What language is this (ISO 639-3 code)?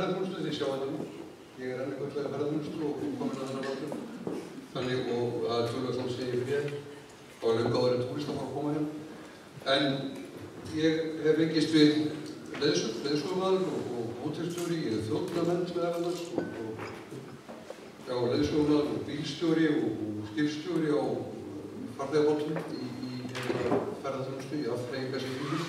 isl